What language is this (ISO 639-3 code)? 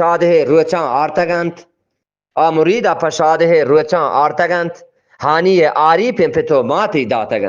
bgp